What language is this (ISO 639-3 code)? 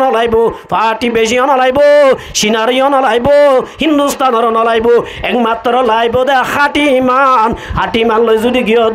rhg